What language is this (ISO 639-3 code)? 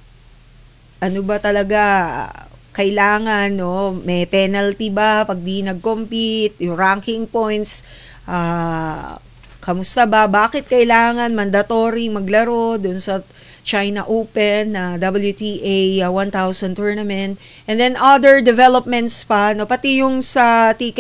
fil